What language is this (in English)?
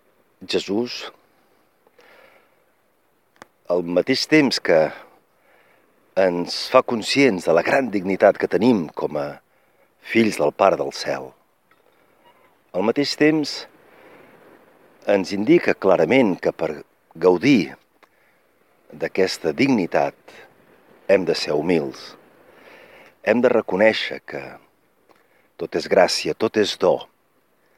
Catalan